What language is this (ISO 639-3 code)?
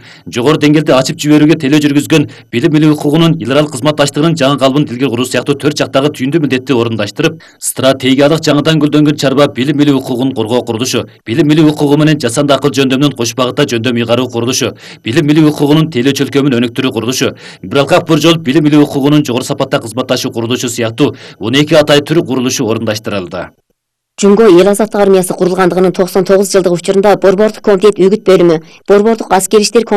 kir